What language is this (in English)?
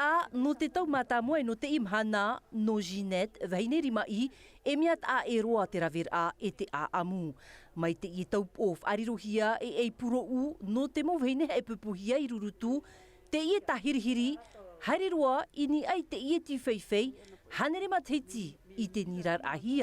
Tahitian